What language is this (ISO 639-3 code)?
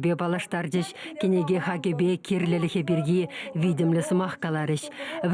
chv